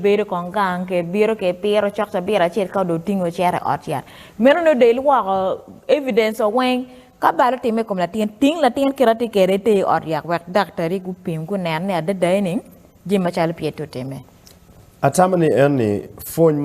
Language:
Acoli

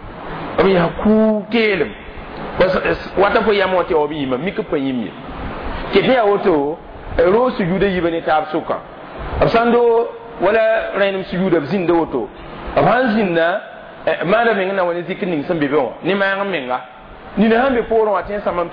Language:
Mossi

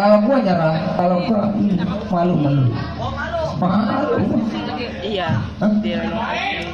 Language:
Betawi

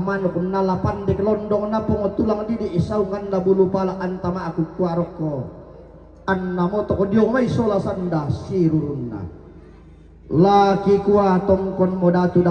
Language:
Toraja-Sa'dan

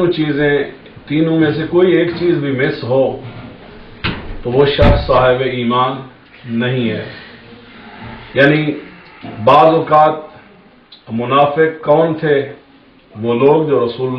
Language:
Urdu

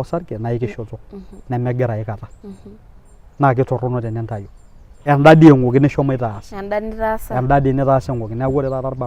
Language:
Masai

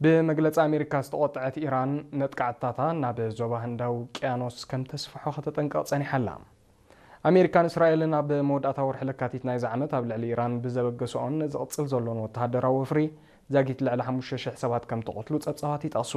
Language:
Tigrinya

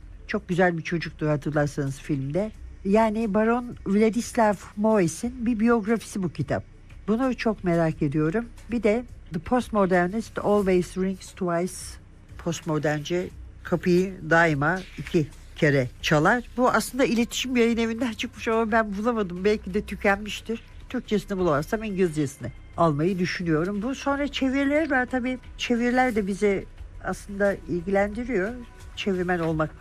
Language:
Turkish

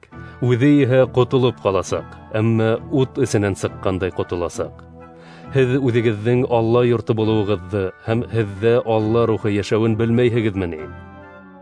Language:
Bashkir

